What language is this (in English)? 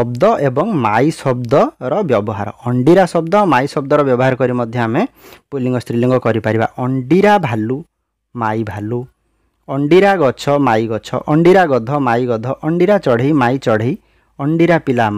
Odia